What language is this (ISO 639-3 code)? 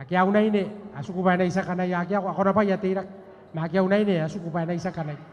gil